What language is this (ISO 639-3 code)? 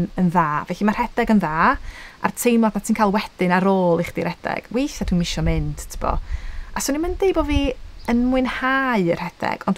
cym